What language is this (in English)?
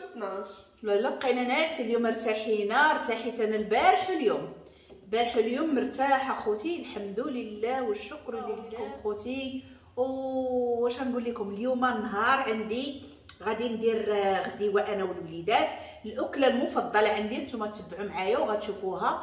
Moroccan Arabic